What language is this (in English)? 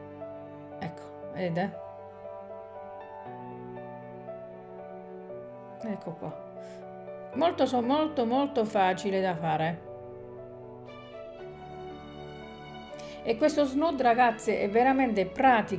Italian